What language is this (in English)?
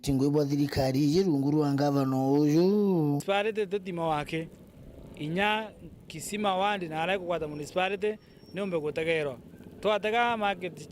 Meru